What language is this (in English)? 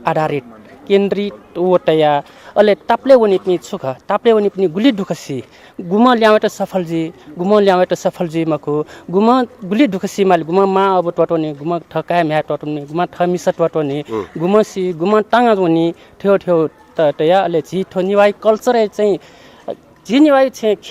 Newari